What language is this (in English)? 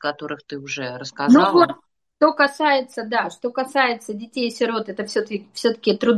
Russian